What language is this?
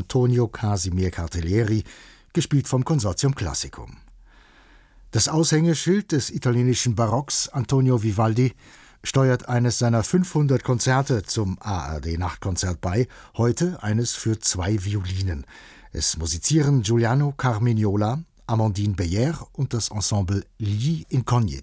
German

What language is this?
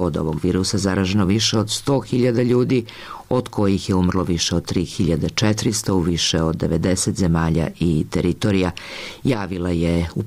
Serbian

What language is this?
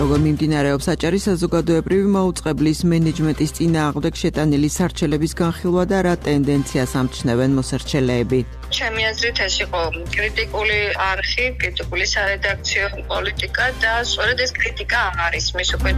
Georgian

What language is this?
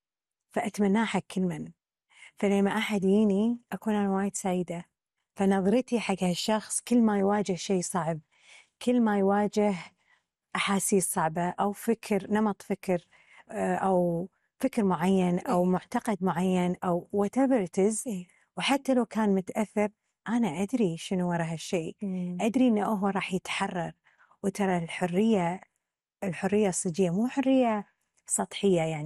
Gulf Arabic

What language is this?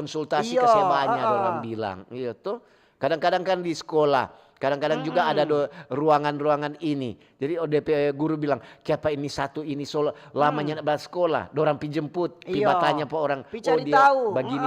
Manado Malay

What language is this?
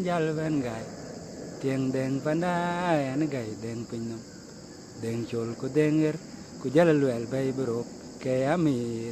Dinka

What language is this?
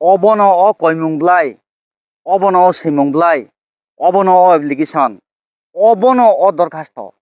Kok Borok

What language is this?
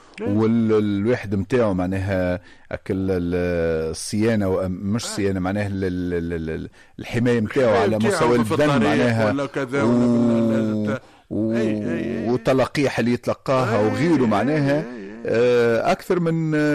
Tunisian Arabic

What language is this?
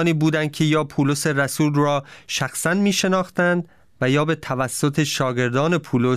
Persian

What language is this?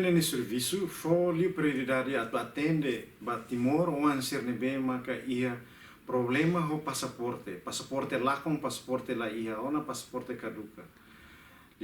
Tetum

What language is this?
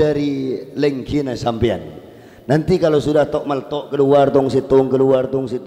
Madurese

